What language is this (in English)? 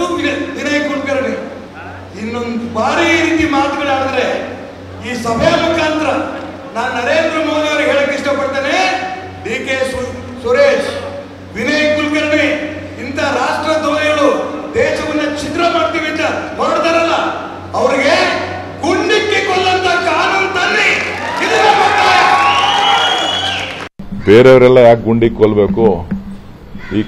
Kannada